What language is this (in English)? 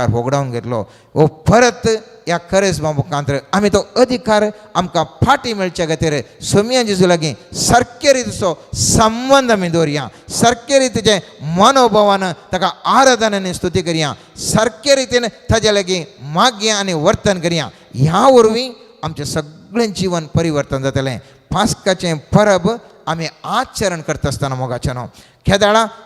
Konkani